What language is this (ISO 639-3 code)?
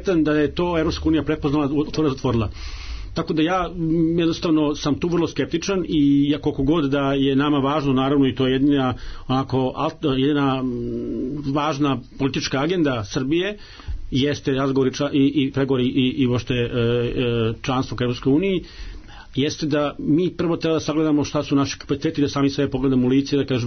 srp